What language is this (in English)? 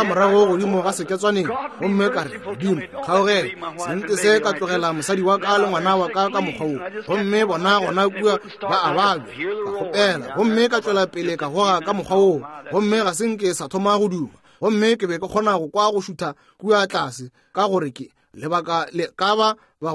Northern Sotho